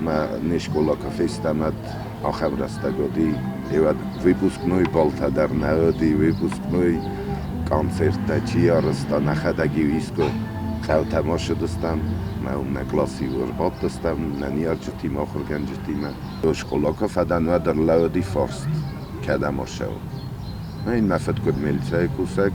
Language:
Ossetic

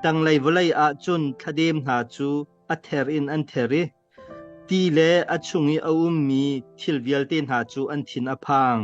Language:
Hakha Chin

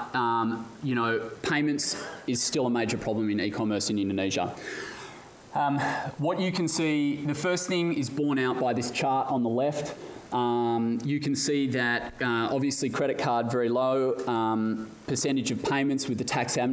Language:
English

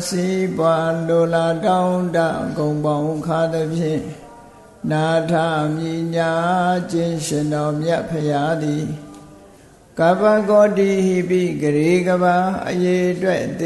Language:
Burmese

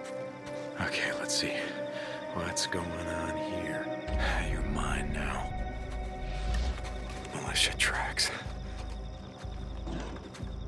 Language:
English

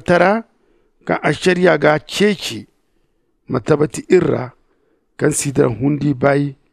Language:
Zarma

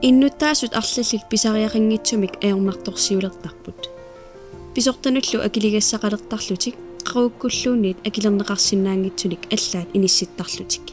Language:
Kalaallisut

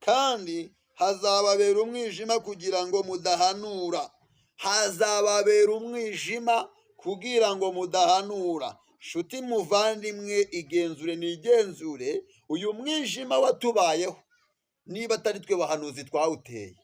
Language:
Kinyarwanda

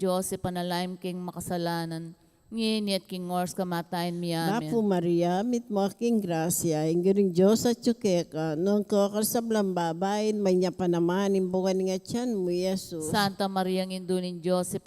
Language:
Pampanga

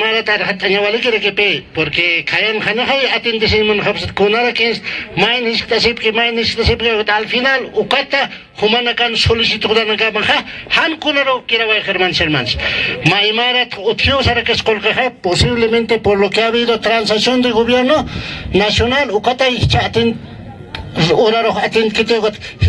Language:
Aymara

